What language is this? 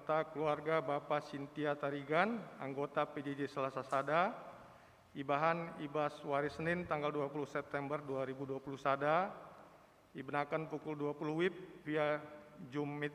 Batak Karo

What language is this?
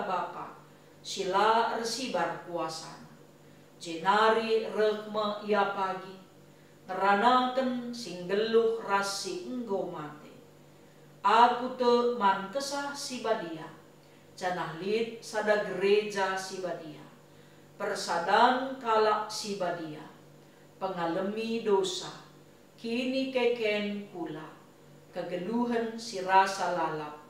Batak Karo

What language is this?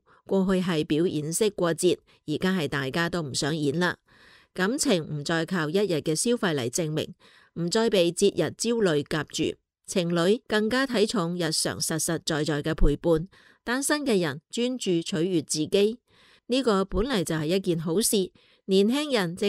Cantonese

